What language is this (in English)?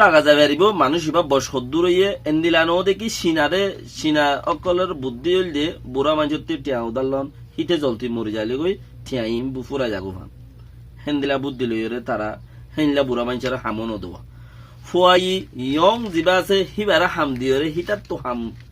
Rohingya